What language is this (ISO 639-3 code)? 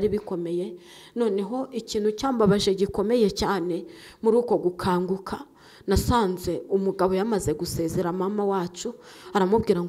kin